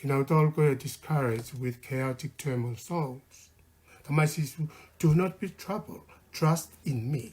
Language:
Tongan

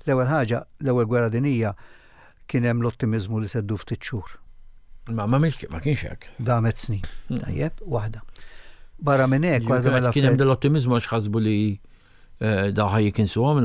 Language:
Maltese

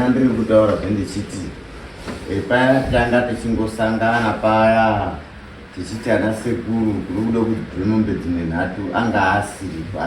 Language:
Shona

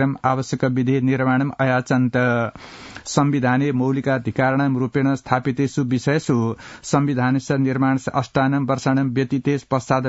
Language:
Sanskrit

